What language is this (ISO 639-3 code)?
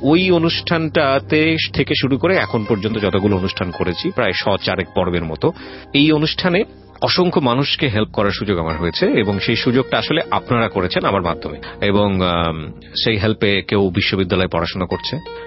ben